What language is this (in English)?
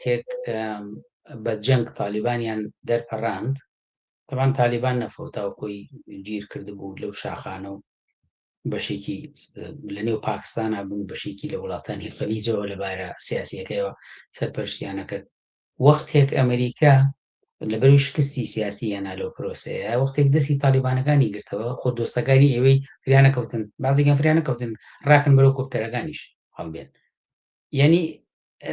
Central Kurdish